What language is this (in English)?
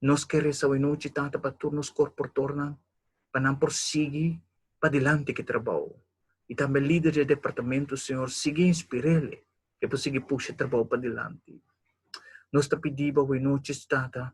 Papiamento